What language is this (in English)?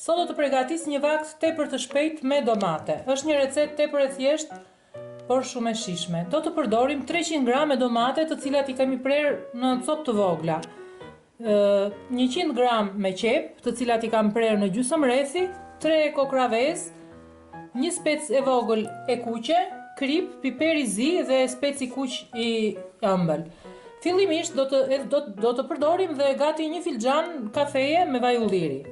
Albanian